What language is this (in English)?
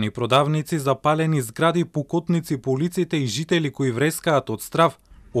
Macedonian